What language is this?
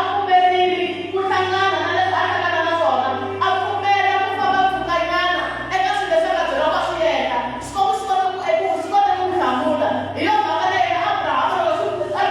Tsonga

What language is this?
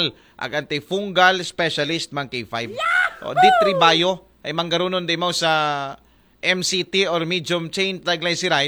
Aklanon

